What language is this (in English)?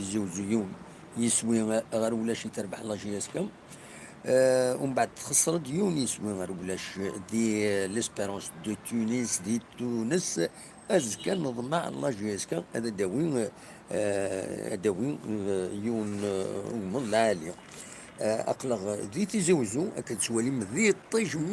Kabyle